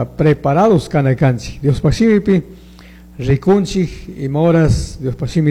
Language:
Chimborazo Highland Quichua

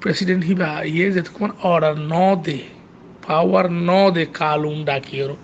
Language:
Rohingya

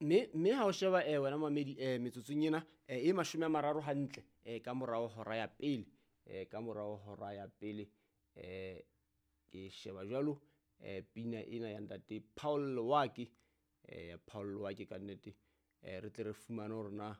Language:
Southern Sotho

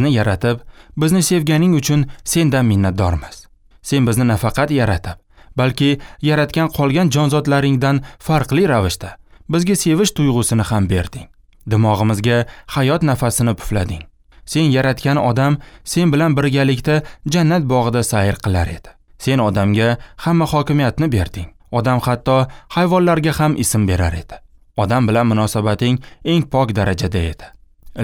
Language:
Uzbek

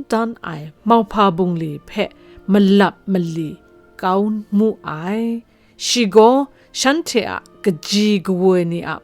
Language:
Kachin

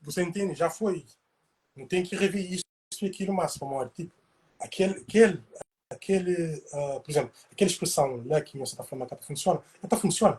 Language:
Kabuverdianu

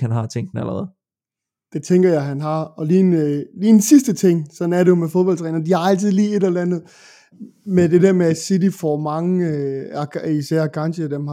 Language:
Danish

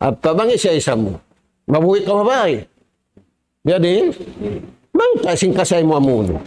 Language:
Tausug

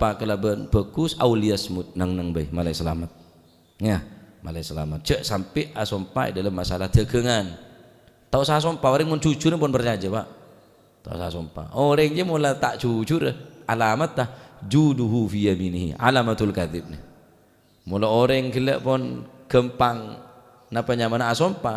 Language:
Madurese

